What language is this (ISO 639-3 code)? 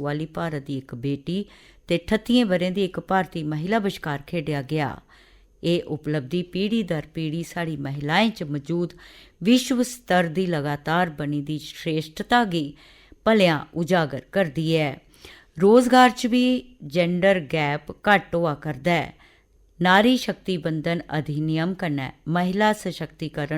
doi